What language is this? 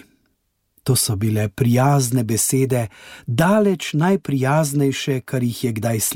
Slovenian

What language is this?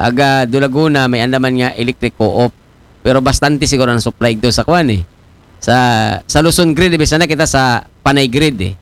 Aklanon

